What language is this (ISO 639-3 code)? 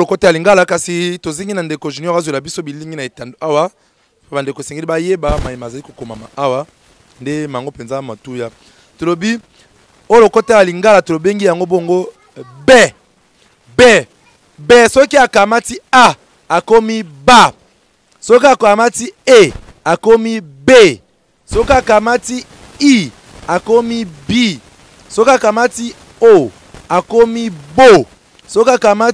lin